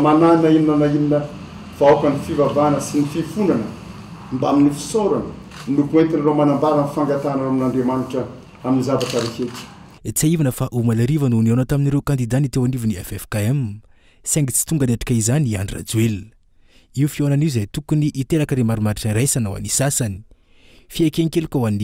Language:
Malagasy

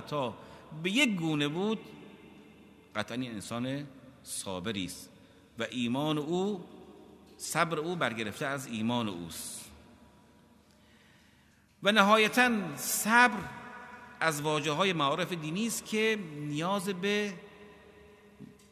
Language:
Persian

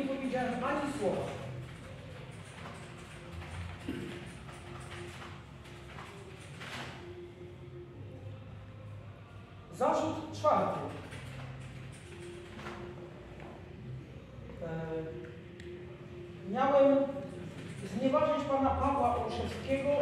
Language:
Polish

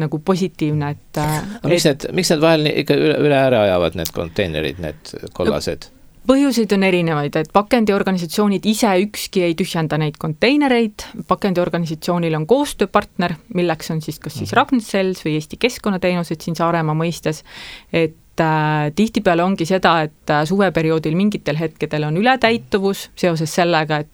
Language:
Estonian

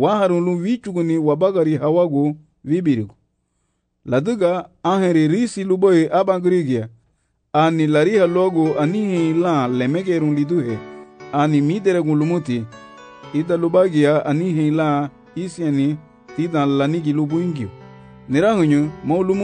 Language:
Garifuna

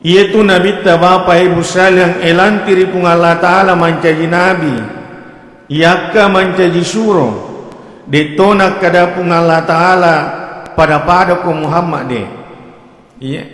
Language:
Buginese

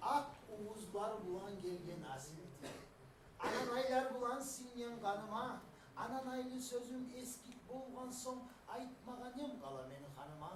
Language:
Kumyk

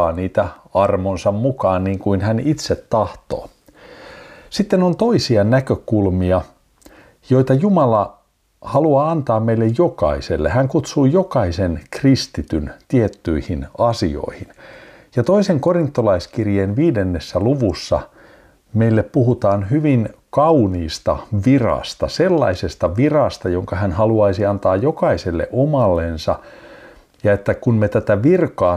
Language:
Finnish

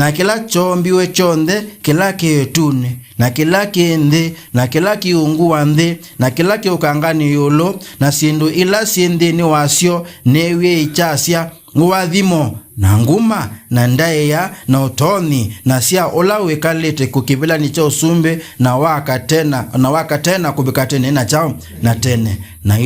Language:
Kamba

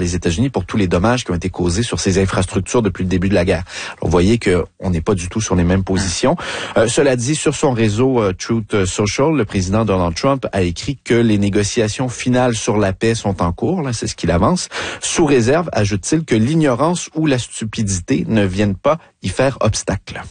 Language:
French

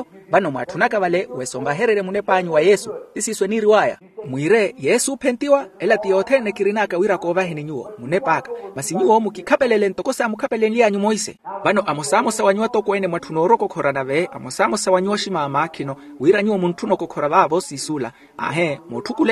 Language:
Makhuwa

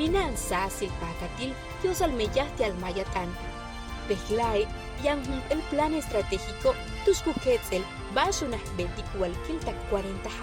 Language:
Yucateco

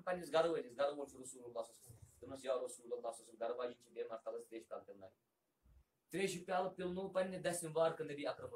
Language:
Kashmiri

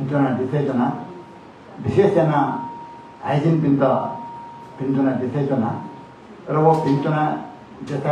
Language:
Newari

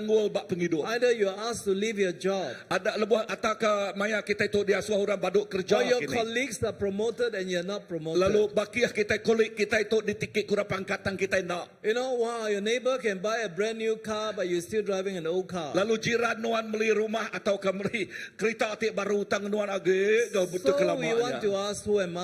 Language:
Iban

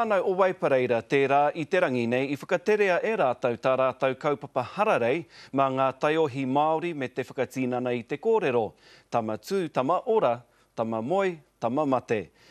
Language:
Māori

